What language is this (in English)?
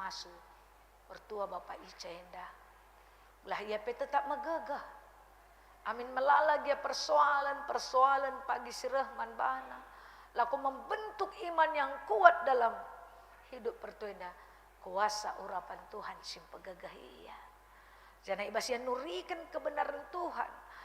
Batak Karo